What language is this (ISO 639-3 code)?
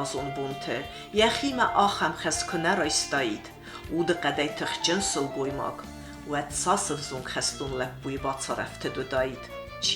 oss